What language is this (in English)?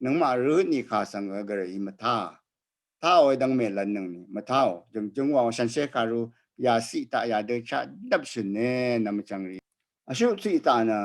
Rawang